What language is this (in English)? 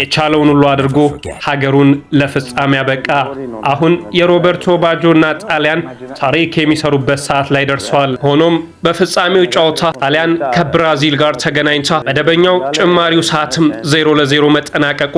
Amharic